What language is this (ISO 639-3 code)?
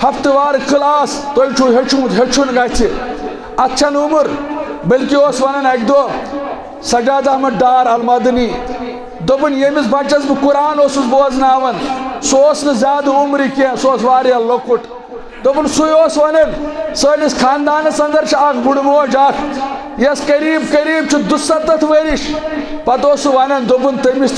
kas